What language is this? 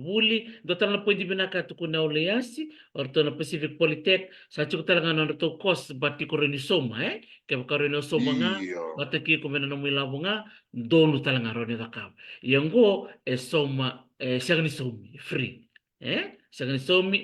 Fijian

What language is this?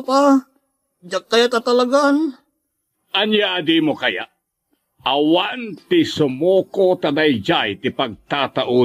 Iloko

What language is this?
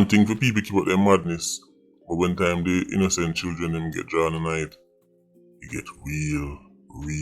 Jamaican Creole English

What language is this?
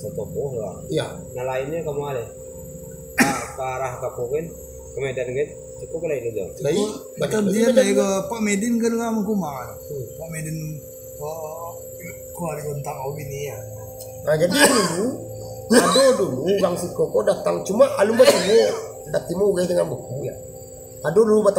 Minangkabau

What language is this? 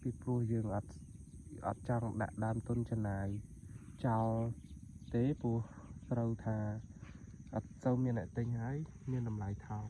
Khmer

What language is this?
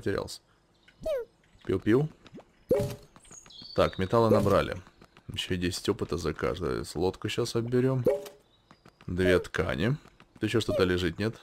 Russian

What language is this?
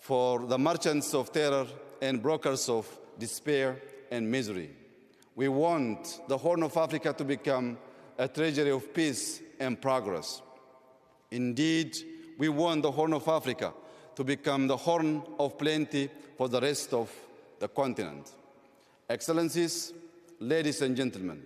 English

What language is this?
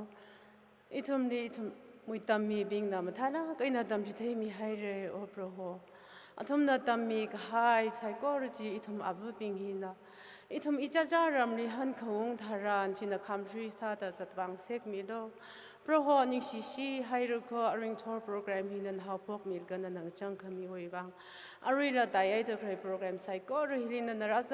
Tangkhul Naga (India)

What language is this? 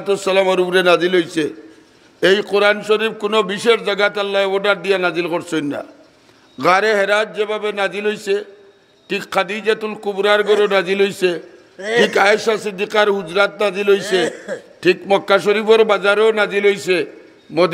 Sylheti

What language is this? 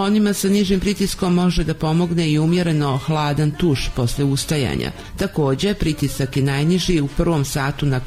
Bosnian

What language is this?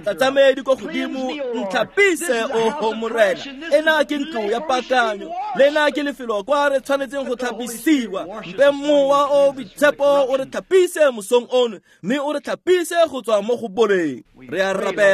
Tswana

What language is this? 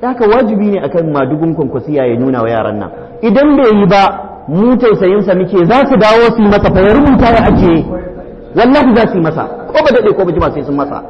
Hausa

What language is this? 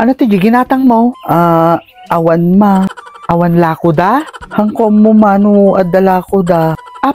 Iloko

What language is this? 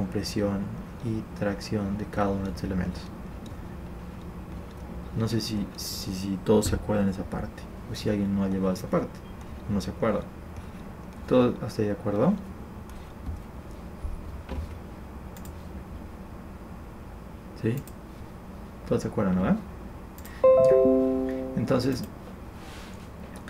Spanish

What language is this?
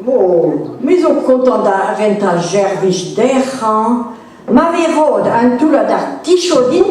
Breton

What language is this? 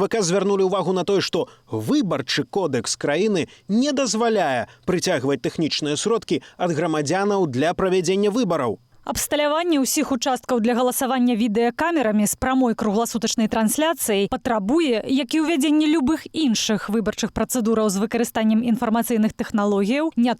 Belarusian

